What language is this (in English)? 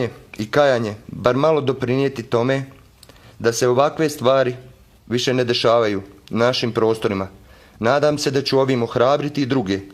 Bosnian